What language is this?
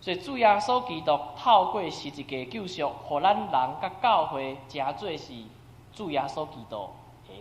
Min Nan Chinese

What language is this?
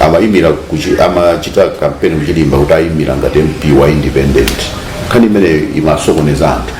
Nyanja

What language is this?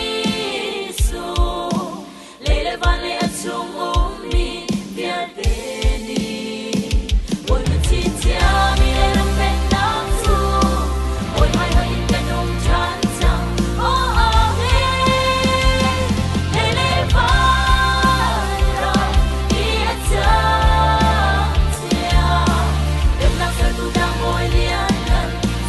Falam Chin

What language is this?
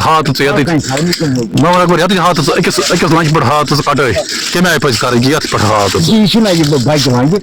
Kashmiri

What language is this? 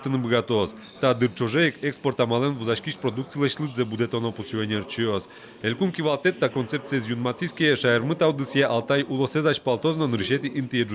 Udmurt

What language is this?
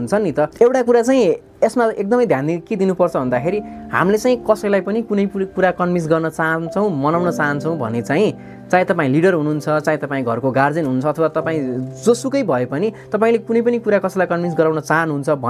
Nepali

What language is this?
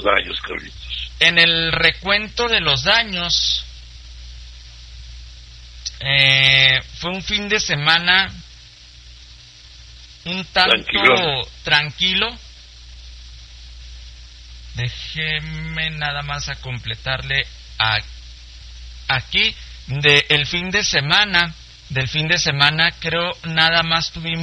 Spanish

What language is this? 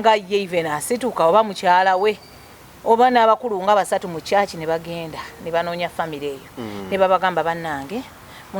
Ganda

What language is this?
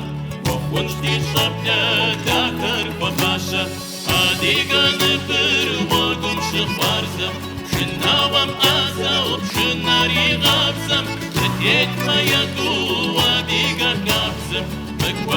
Kabardian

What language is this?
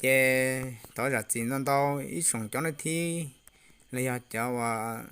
Hmong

